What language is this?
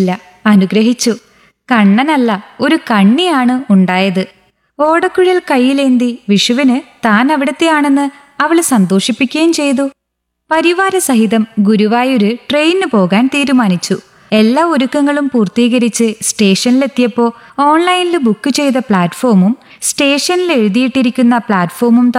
Malayalam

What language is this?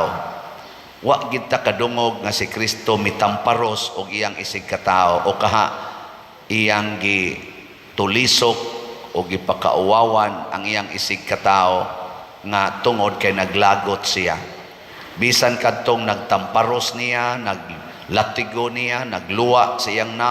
Cebuano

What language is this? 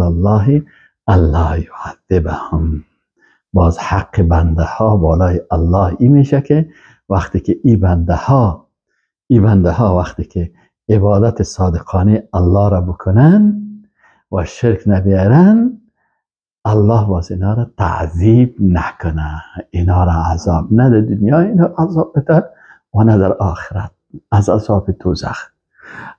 Persian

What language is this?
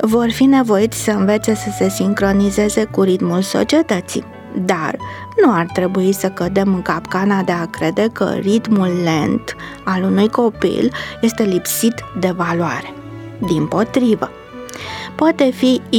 Romanian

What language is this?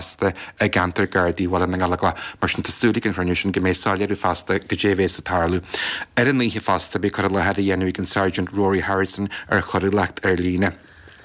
Irish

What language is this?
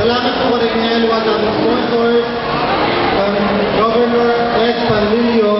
Pampanga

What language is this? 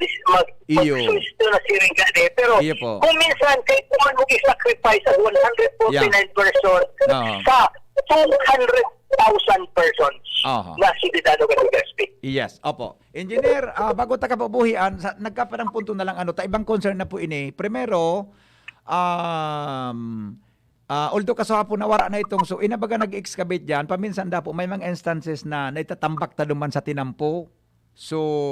Bikol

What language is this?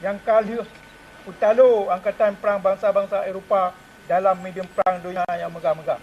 Achinese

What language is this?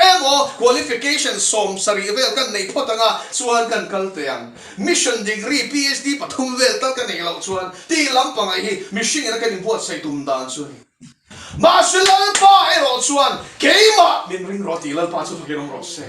Mizo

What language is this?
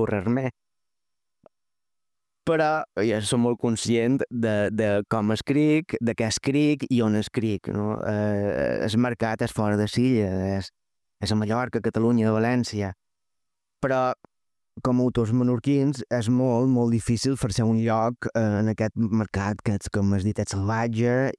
Catalan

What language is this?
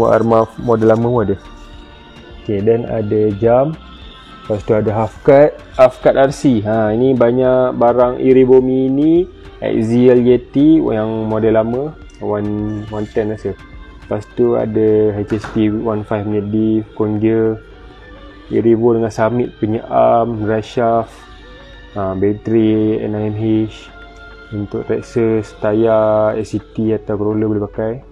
Malay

